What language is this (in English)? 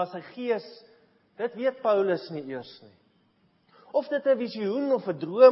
Afrikaans